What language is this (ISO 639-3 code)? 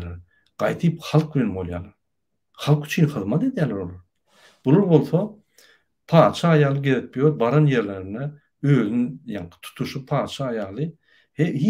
tuk